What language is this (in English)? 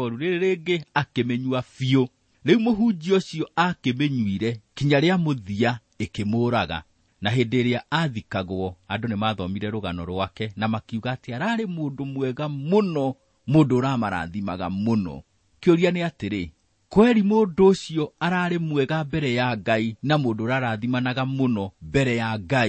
Kikuyu